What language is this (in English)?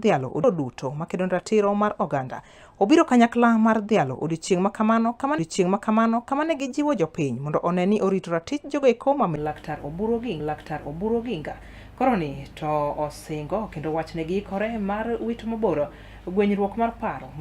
Luo (Kenya and Tanzania)